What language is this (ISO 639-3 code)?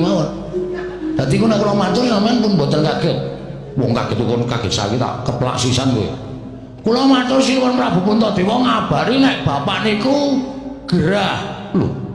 jav